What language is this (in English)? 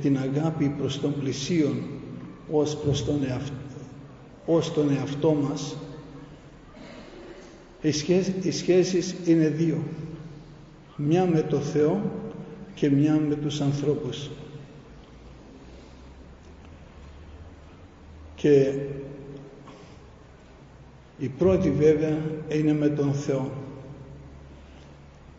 Greek